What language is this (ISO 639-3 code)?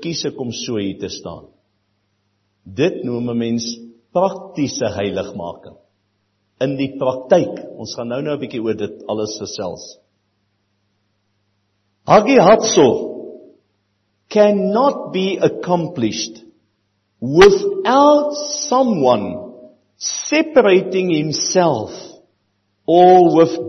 afr